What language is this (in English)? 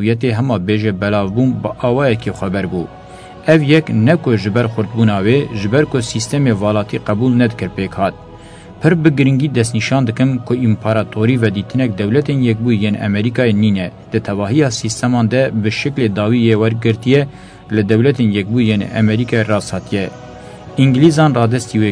Kurdish